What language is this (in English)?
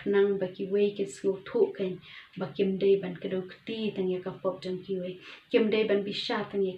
Khasi